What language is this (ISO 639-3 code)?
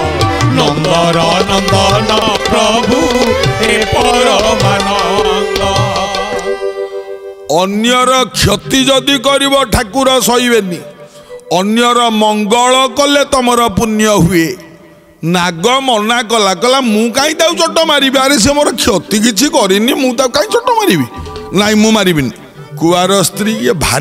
ori